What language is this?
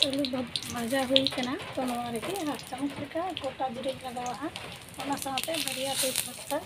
Santali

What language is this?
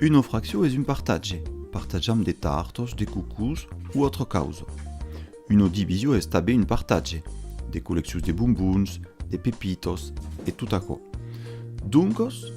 Occitan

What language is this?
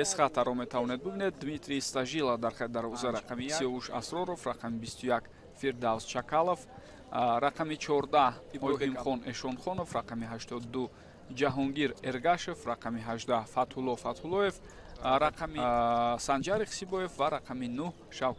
Tajik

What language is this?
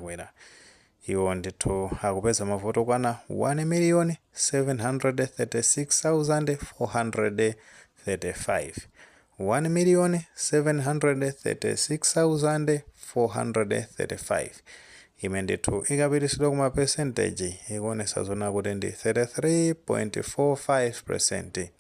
Nyanja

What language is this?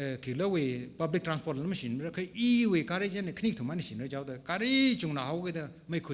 Tangkhul Naga (India)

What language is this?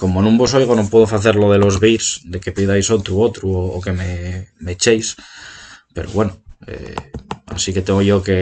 Asturian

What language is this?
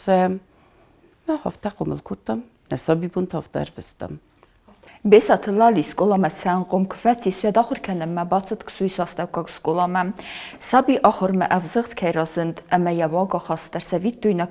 Ossetic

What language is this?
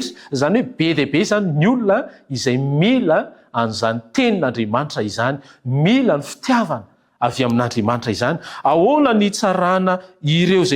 Malagasy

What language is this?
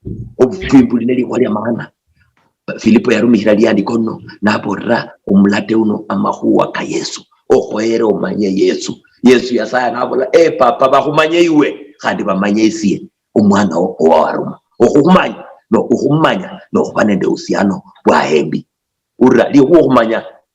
Luyia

